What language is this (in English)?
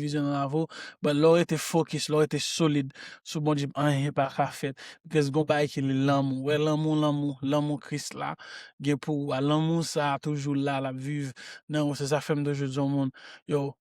Haitian Creole